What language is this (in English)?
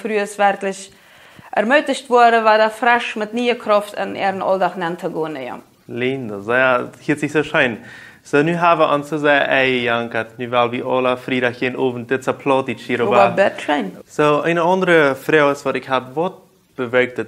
Plautdietsch